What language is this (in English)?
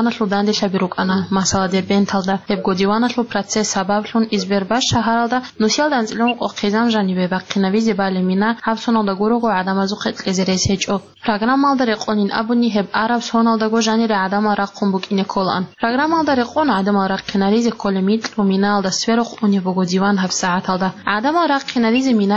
Avaric